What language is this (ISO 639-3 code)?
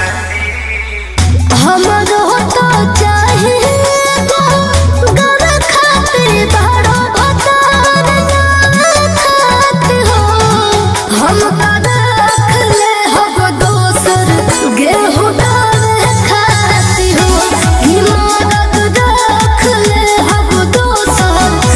bho